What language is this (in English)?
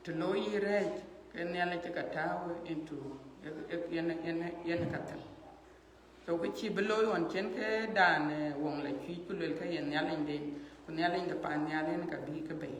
Dinka